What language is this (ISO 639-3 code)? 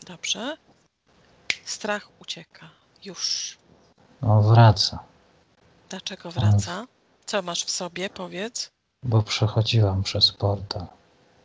pol